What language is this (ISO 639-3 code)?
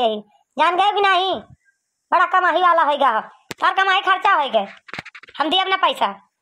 awa